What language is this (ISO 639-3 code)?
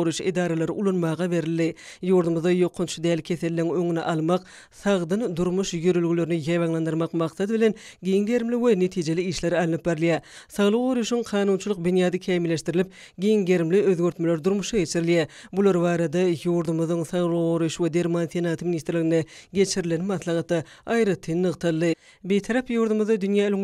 tuk